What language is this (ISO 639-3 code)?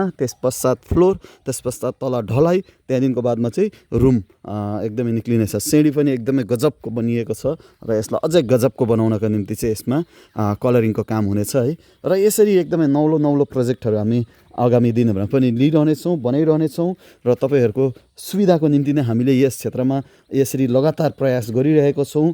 nep